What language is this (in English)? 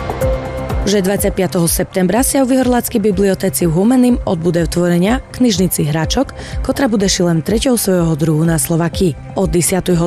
Slovak